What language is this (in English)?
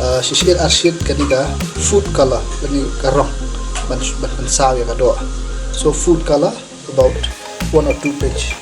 Khasi